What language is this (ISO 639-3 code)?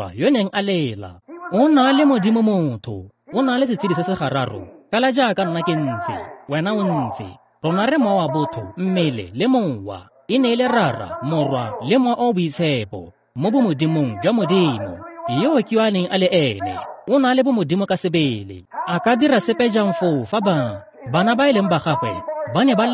tsn